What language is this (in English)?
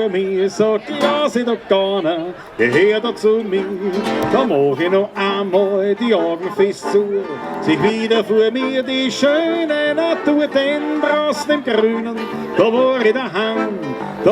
Bavarian